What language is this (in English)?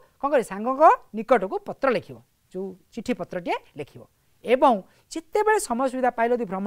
Odia